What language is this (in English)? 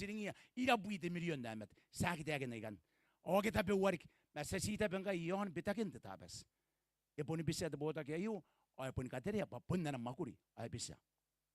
Gilbertese